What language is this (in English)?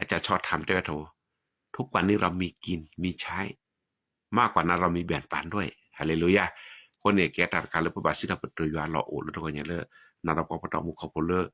S'gaw Karen